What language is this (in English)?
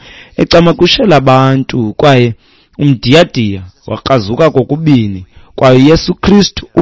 Xhosa